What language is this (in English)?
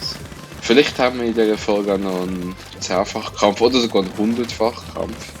Swiss German